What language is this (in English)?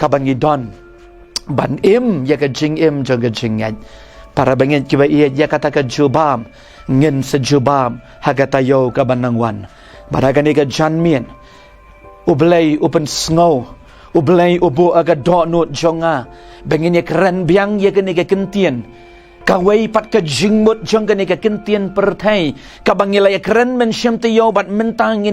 Khasi